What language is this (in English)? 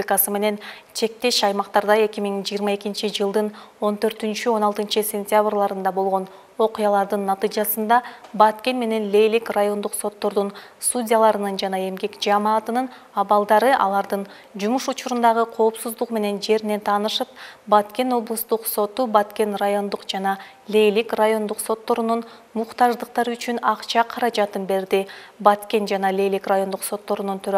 Kyrgyz